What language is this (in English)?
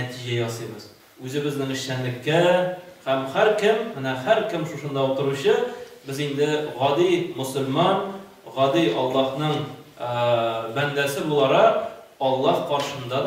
Tatar